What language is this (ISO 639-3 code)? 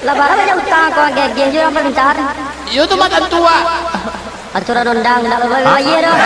min